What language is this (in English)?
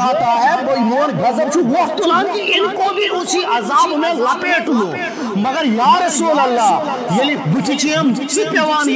Kashmiri